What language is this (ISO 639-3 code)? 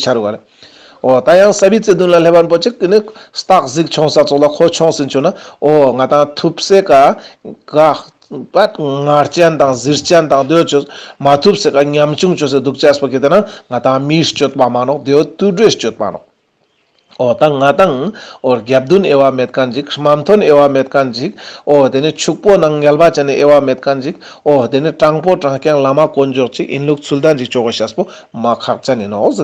lbj